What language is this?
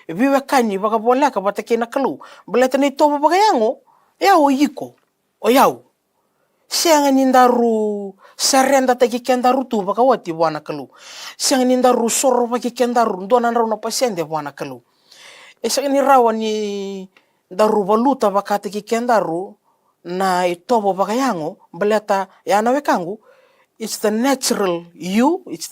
Fijian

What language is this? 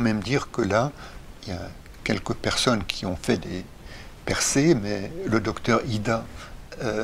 French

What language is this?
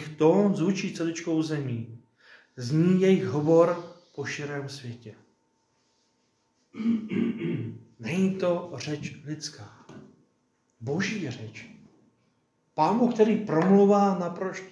Czech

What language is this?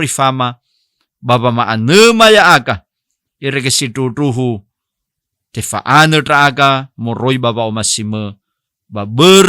Nias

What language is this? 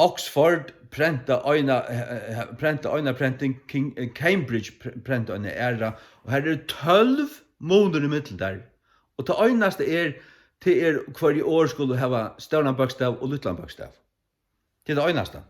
Faroese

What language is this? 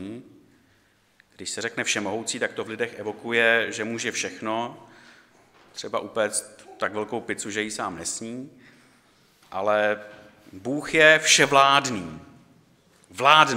Czech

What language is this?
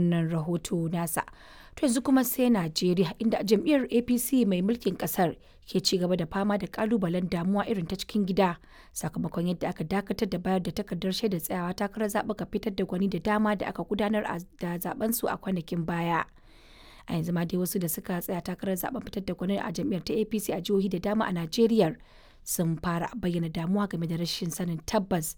Hausa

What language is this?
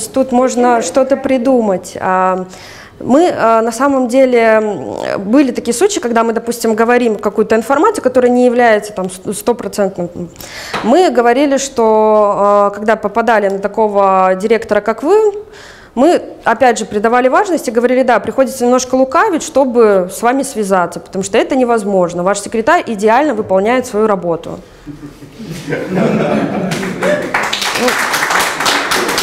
Russian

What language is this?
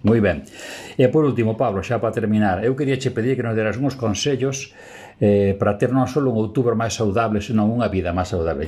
Galician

